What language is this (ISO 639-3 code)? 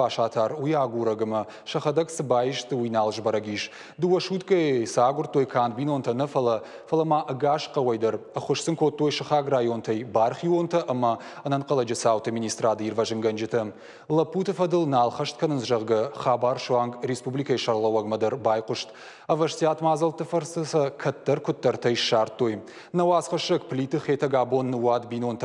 oss